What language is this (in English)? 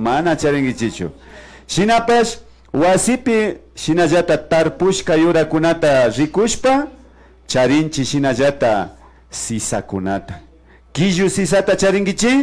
Imbabura Highland Quichua